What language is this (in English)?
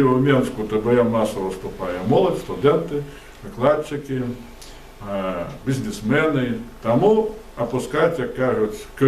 Belarusian